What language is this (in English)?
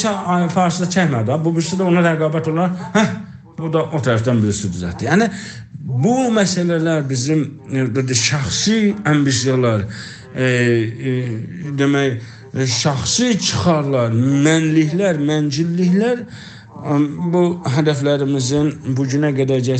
South Azerbaijani